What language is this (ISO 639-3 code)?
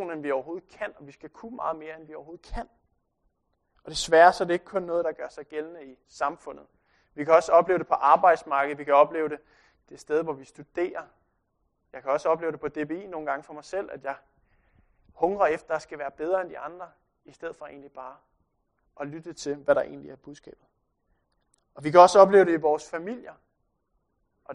dan